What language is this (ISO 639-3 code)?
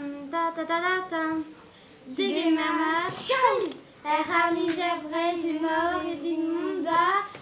bre